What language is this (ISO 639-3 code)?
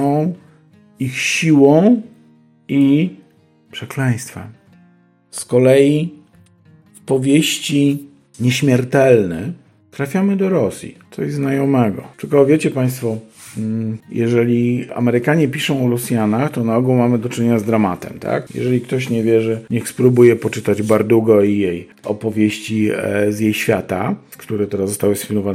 pol